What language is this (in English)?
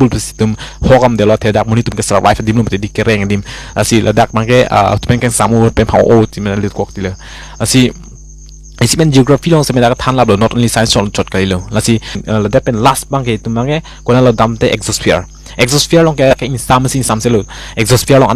Karbi